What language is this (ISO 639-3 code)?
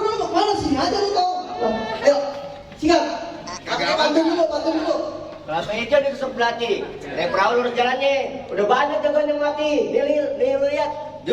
bew